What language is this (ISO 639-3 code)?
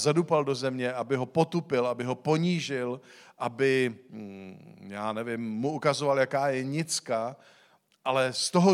ces